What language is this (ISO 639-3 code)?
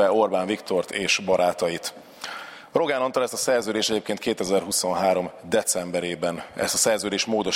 hun